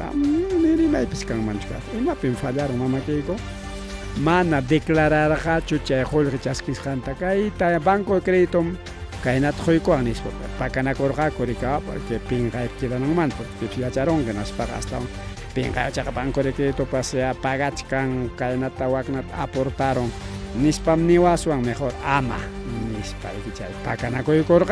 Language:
Ayacucho Quechua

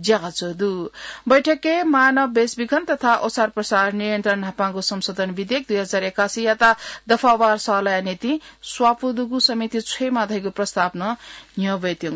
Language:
Newari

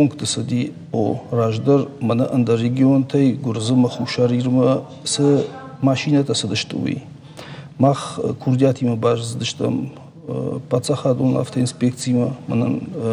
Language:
Ossetic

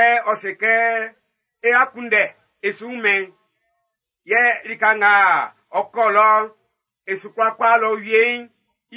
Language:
Baoulé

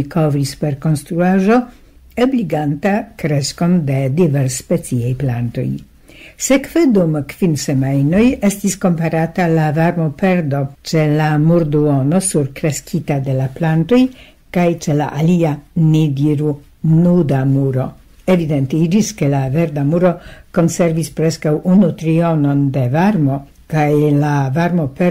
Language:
Esperanto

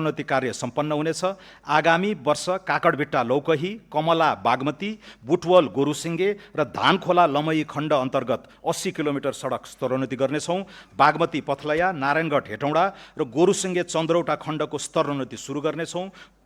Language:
Nepali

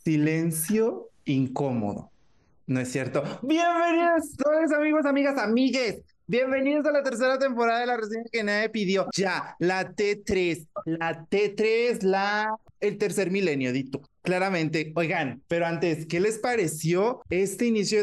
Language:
Spanish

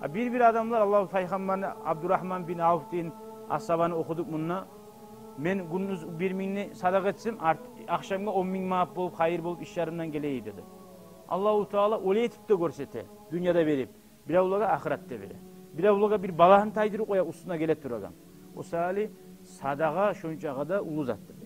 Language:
Kumyk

